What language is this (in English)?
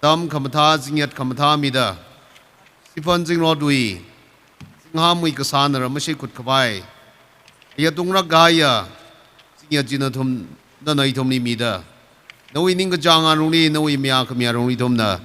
Tangkhul Naga (India)